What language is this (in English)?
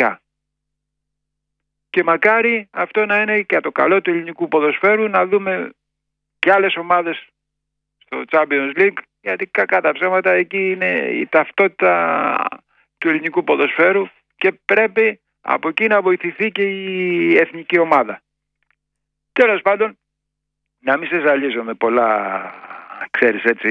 Greek